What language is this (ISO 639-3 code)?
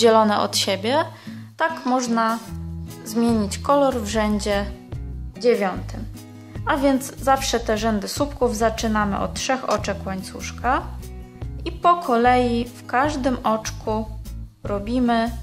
pol